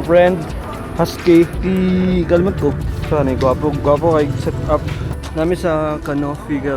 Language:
Cebuano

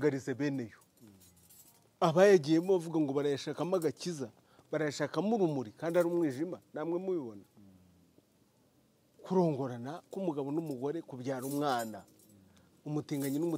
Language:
Kinyarwanda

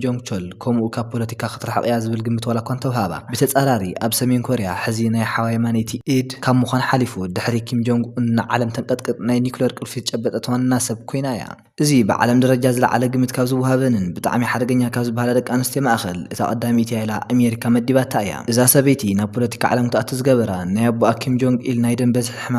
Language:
Tigrinya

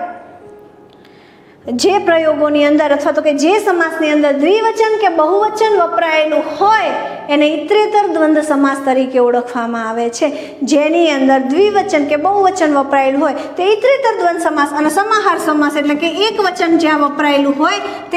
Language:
Gujarati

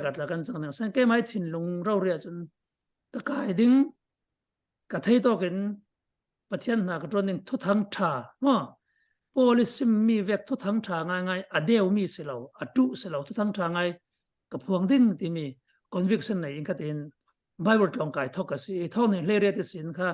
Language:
Falam Chin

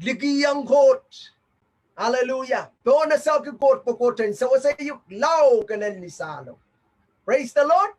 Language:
Pohnpeian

